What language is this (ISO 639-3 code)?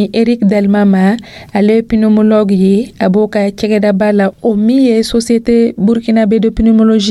dyu